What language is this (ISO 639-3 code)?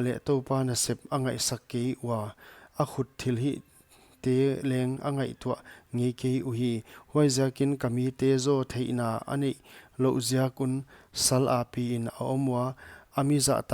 pck